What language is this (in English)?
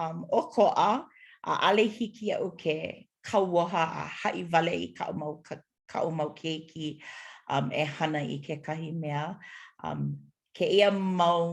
Hawaiian